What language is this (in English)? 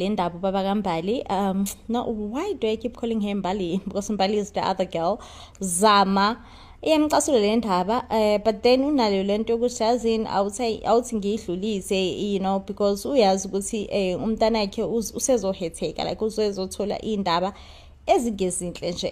Zulu